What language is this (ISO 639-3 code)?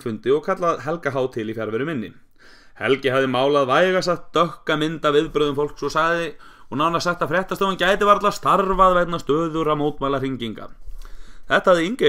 isl